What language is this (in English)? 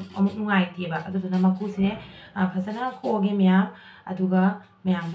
Manipuri